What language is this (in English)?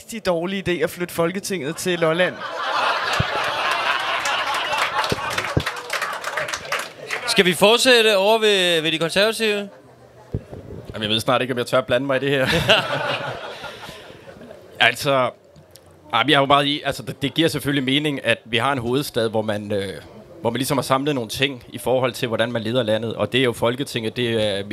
Danish